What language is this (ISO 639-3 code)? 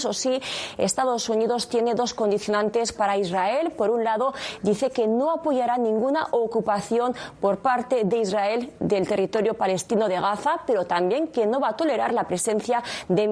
spa